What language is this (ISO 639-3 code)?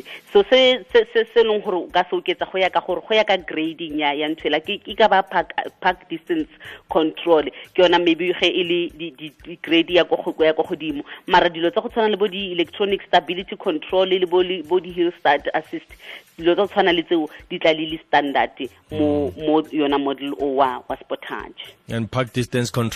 tsn